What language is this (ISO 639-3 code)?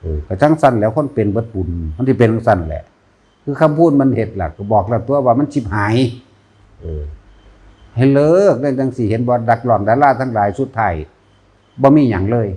lao